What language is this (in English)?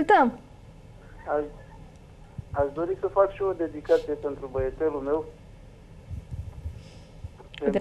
Romanian